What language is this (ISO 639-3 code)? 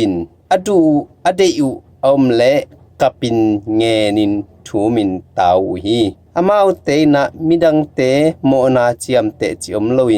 ctd